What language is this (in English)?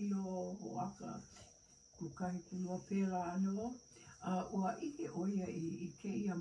Hawaiian